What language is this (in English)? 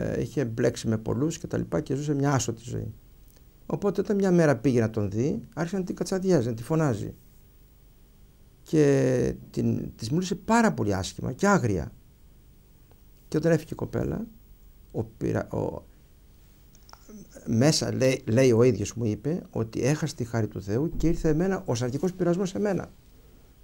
Greek